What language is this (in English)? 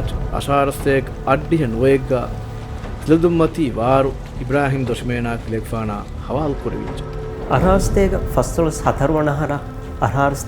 Divehi